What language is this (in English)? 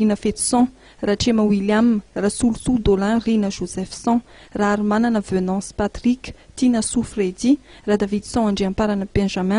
Malagasy